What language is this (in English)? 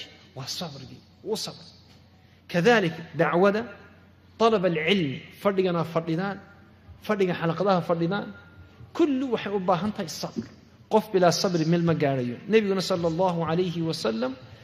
Somali